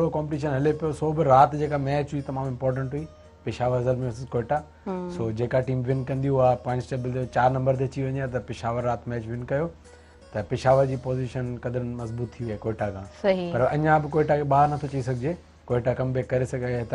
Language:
Sindhi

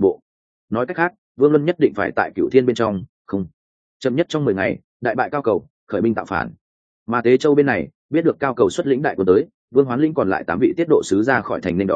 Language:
Vietnamese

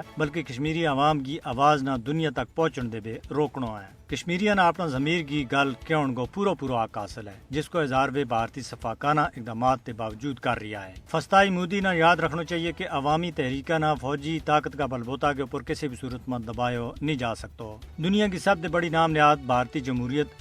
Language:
Gujari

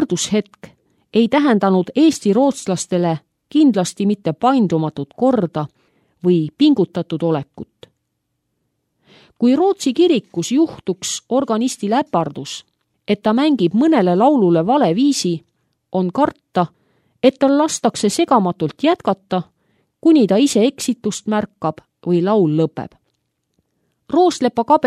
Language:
Estonian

